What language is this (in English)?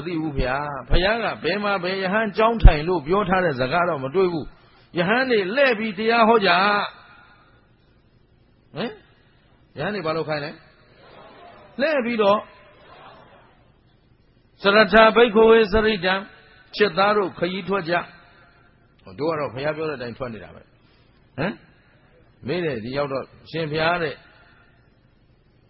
Burmese